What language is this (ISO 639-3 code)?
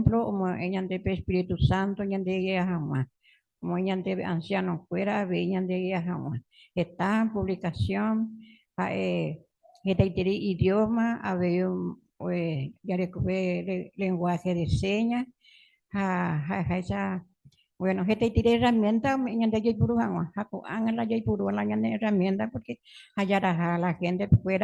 grn